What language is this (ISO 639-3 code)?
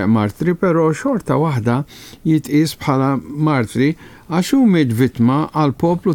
mlt